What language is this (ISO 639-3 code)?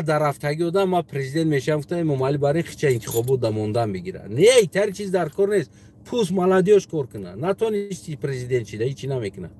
tgk